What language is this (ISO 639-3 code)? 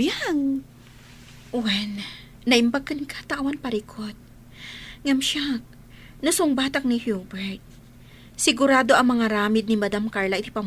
ilo